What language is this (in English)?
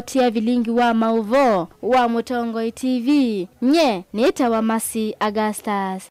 Kamba